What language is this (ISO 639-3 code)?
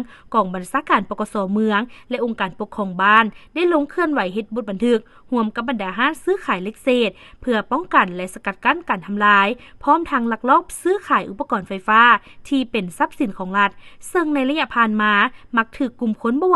lao